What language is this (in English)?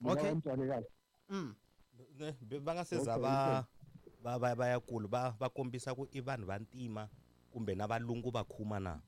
Tsonga